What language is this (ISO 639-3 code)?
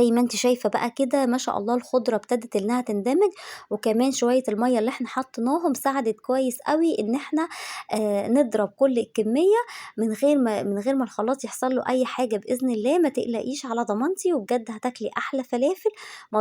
arz